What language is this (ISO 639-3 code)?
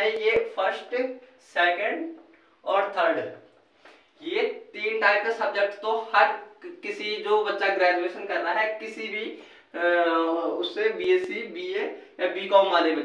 hin